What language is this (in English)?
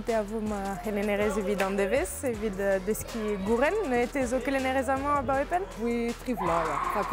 Breton